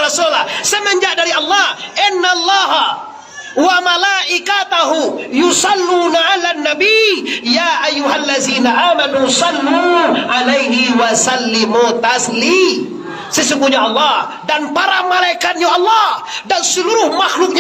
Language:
Minangkabau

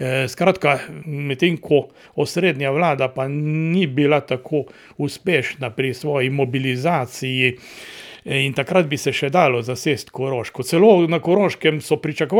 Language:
Slovenian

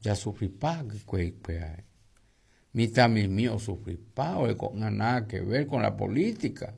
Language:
Guarani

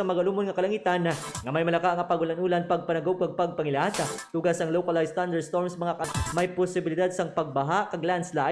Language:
Hiligaynon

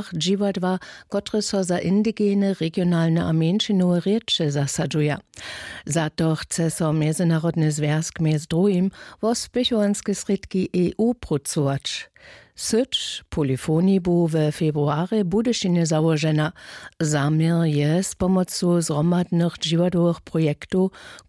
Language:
Upper Sorbian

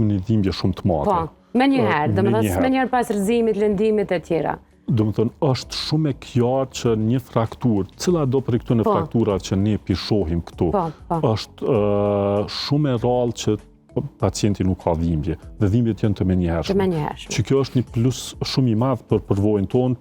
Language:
Albanian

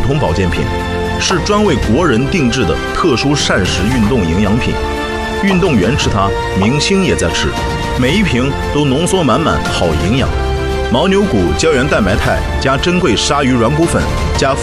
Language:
Chinese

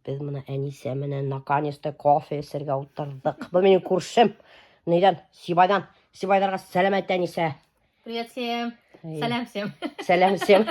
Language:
Bashkir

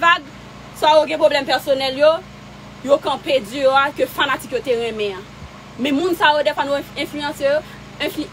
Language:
Haitian Creole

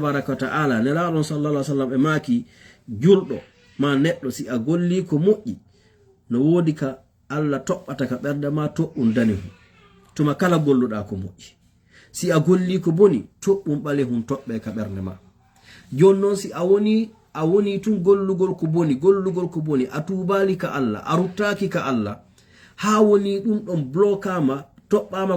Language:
Fula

